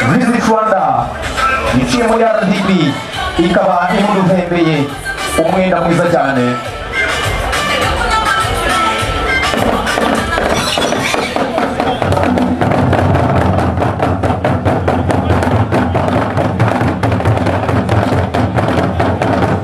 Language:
Kinyarwanda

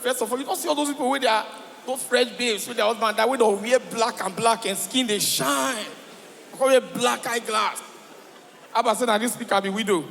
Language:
Nigerian Pidgin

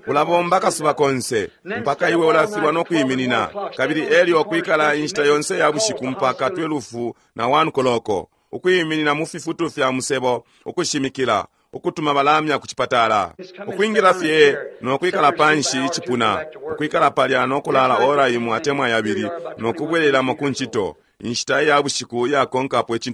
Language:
Bemba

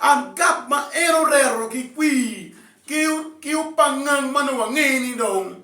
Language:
Acoli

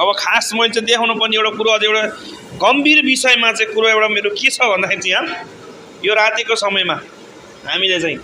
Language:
Nepali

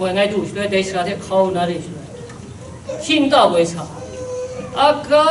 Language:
Kachin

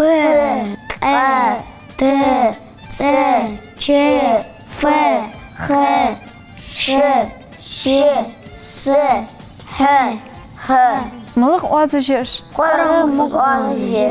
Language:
Ingush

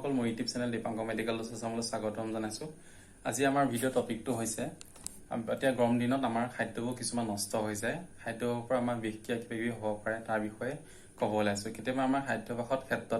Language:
Assamese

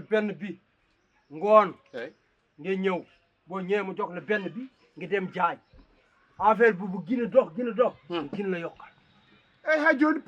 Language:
Wolof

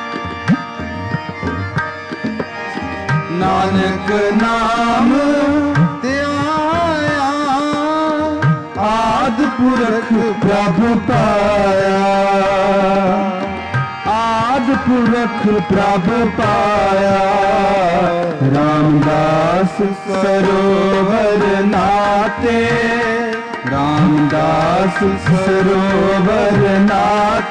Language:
Punjabi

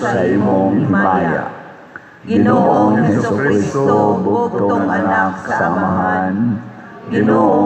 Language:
Cebuano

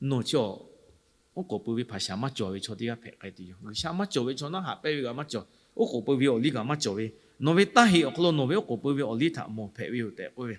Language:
Lahu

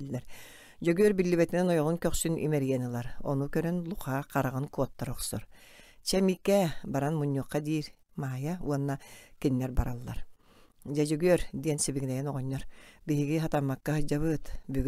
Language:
Yakut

